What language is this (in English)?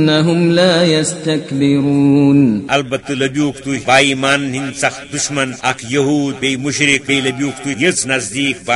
Kashmiri